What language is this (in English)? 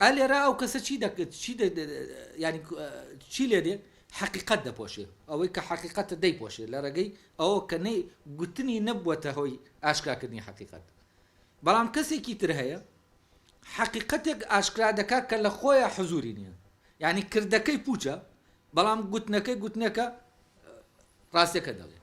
Central Kurdish